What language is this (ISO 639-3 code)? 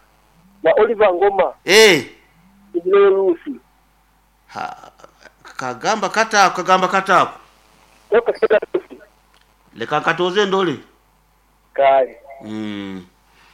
nyo